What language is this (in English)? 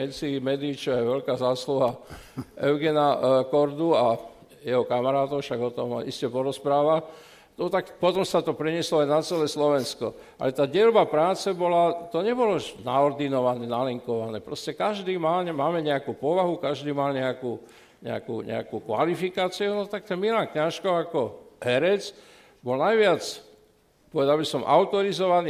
Slovak